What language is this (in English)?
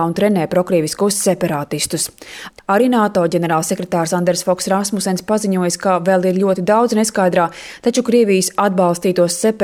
Latvian